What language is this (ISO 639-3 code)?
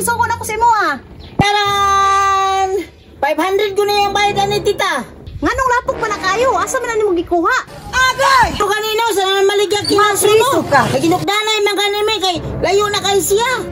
ceb